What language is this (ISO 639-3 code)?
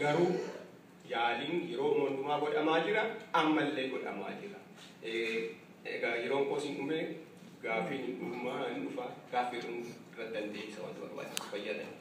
orm